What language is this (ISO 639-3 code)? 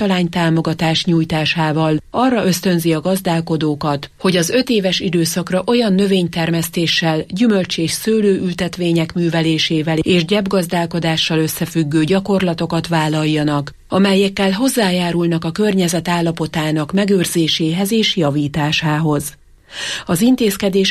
hun